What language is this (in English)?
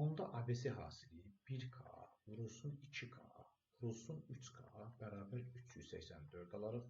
Azerbaijani